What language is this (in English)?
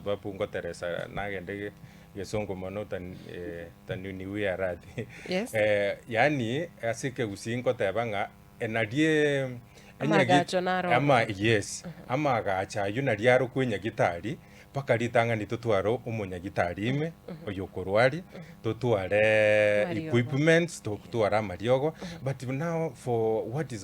Gusii